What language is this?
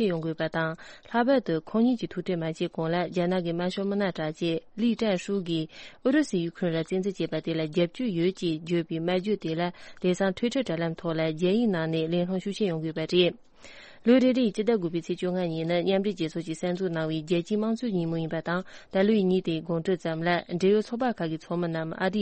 Tibetan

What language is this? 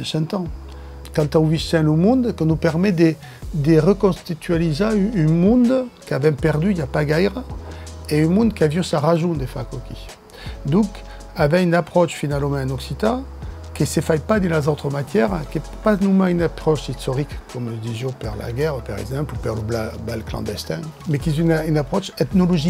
Occitan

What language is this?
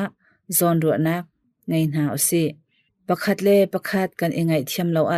Hakha Chin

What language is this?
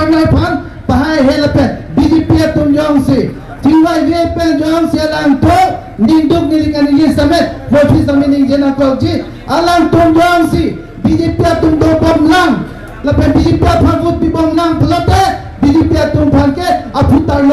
Karbi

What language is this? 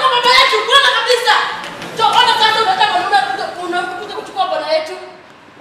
Swahili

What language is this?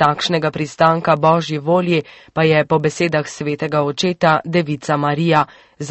Slovenian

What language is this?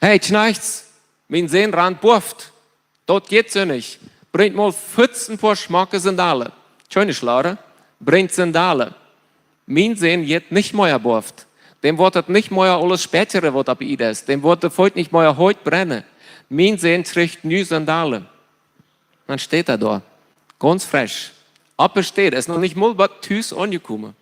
Plautdietsch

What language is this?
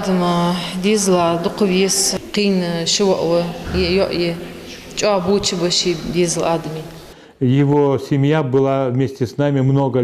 Ingush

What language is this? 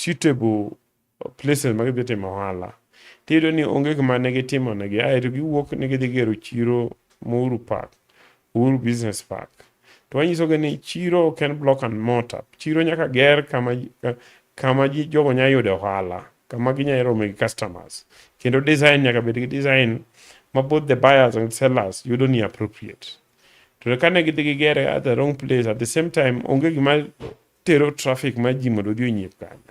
Luo (Kenya and Tanzania)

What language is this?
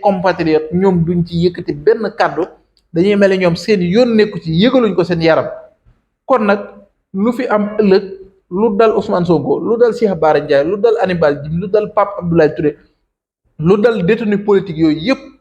Wolof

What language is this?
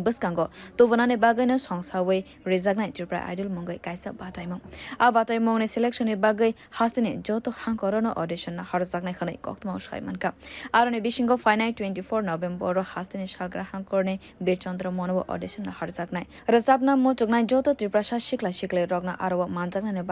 Kok Borok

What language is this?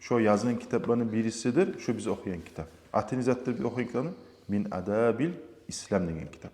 Kumyk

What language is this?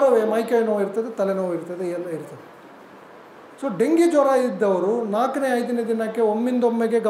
Kannada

